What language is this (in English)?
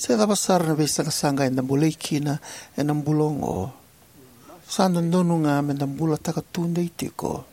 Fijian